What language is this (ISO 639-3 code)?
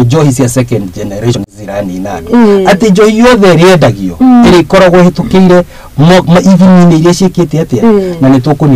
kik